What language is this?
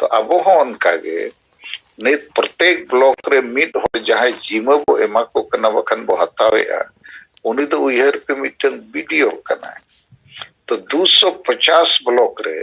Santali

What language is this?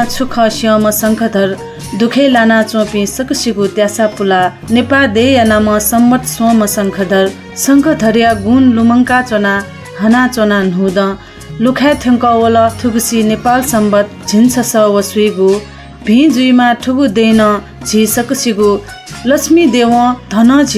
Newari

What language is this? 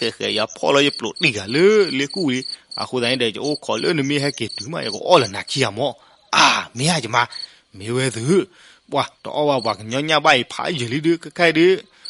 S'gaw Karen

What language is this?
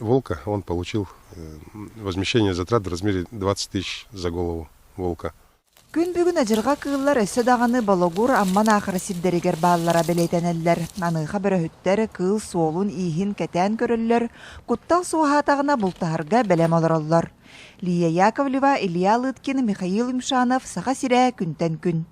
Yakut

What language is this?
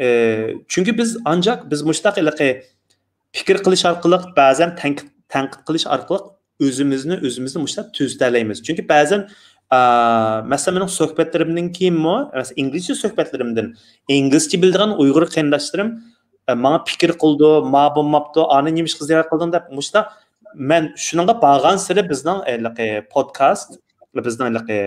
Uyghur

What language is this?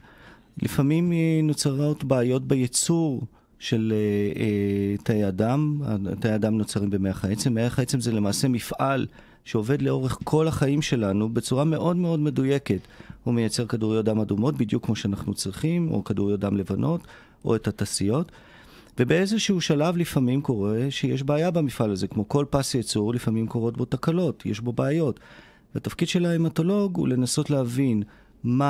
Hebrew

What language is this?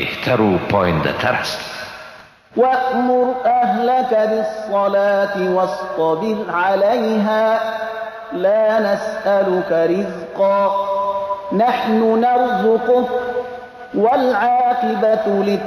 Persian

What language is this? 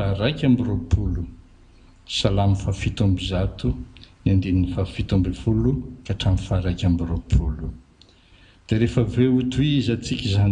Malagasy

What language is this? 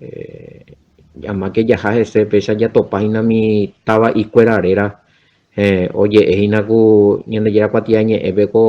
Guarani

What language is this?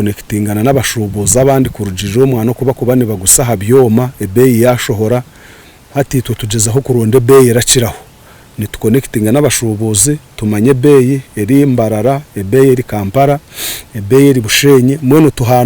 Nyankole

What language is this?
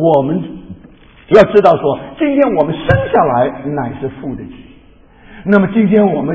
Chinese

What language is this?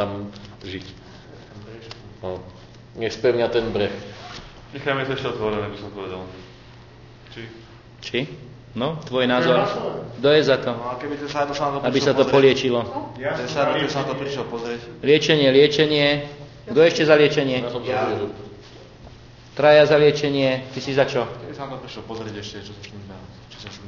Slovak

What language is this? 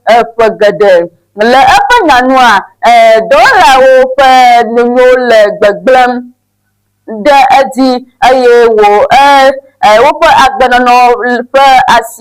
Ewe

